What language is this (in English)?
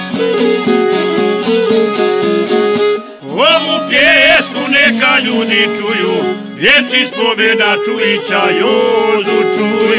Croatian